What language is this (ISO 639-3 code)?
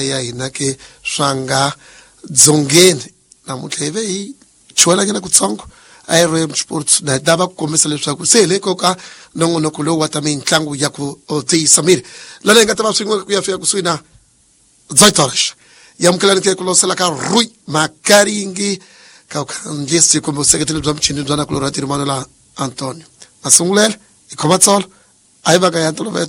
tso